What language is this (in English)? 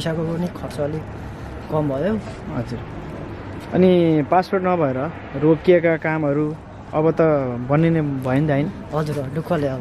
Nepali